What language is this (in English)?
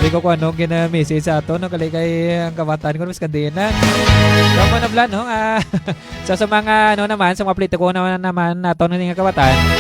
Hiligaynon